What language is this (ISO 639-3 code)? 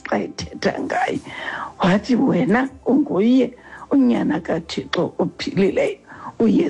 xho